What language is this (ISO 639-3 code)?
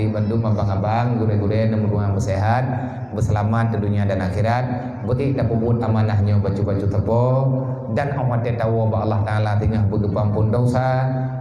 ace